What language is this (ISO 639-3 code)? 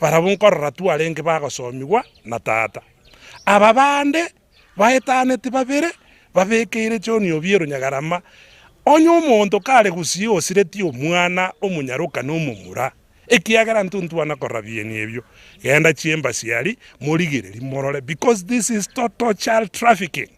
guz